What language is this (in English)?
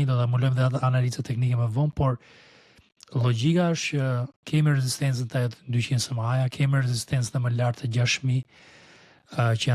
Albanian